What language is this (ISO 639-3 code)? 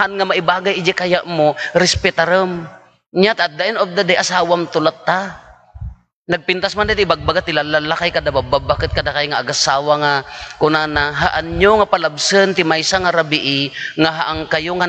ilo